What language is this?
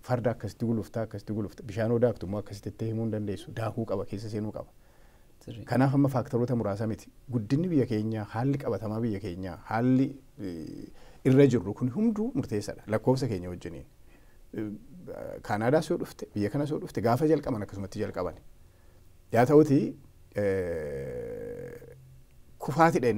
Oromo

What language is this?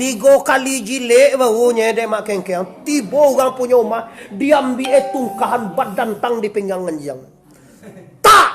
Minangkabau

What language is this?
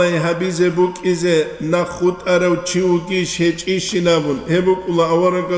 Avaric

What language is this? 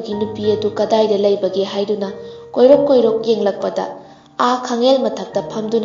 Manipuri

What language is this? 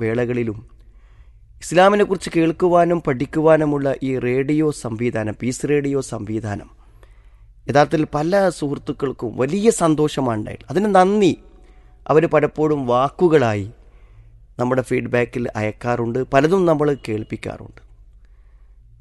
Malayalam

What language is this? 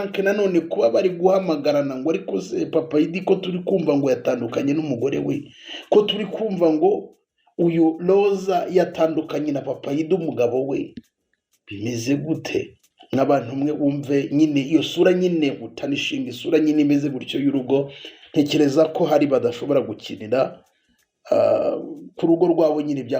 Kinyarwanda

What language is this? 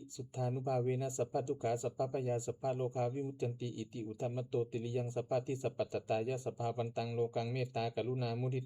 Pali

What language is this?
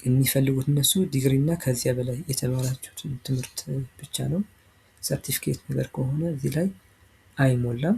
Amharic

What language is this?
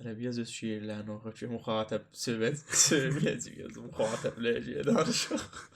South Azerbaijani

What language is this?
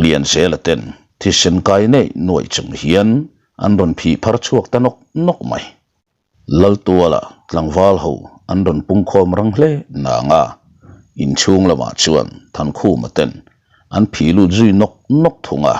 Mizo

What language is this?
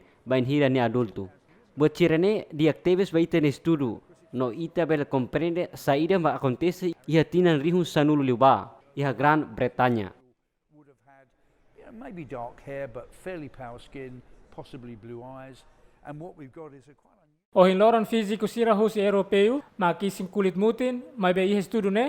Tetum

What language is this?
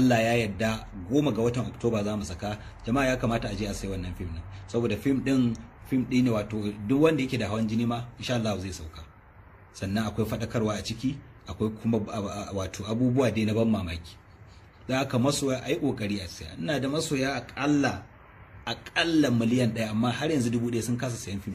Hausa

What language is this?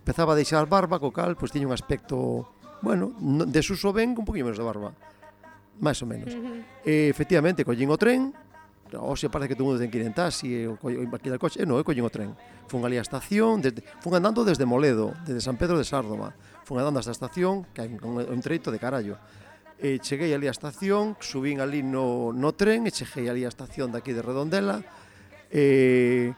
Galician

